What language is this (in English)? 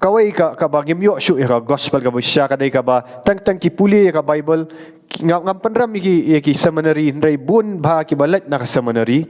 Khasi